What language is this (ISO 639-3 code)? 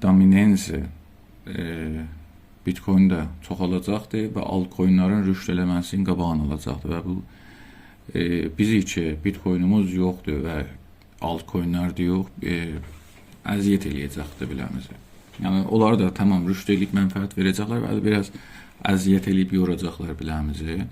azb